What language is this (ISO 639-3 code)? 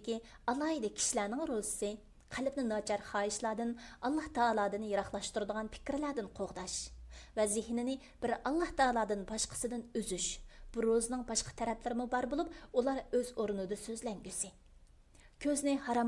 uig